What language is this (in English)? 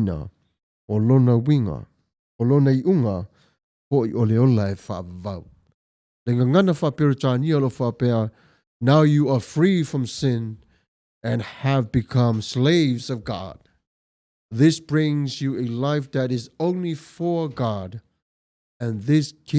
Samoan